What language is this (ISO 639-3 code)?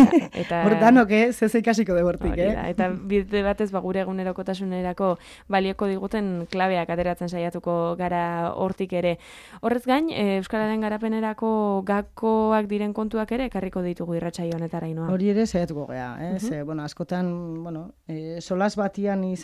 eus